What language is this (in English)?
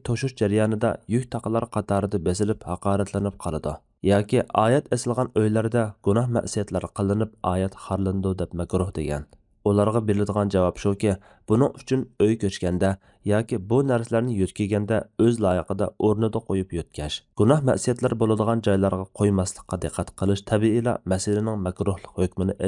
Uyghur